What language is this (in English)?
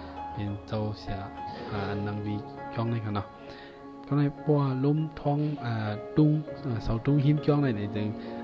Shan